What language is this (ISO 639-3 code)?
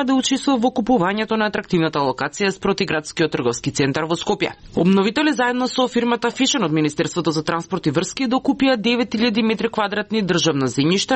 mkd